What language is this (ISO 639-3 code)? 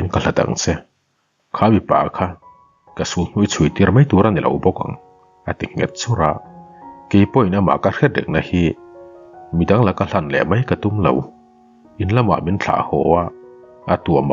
lus